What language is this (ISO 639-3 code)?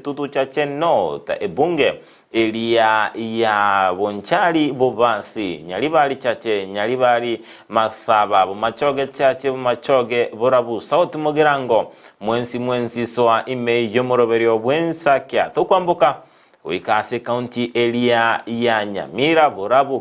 guz